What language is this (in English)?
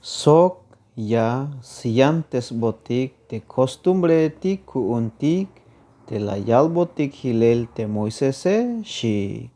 Tzeltal